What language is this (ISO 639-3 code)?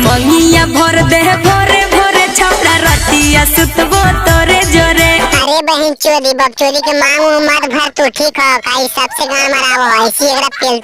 mag